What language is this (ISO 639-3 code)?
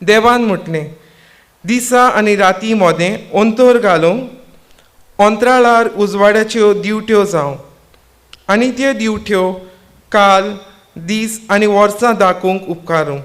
kok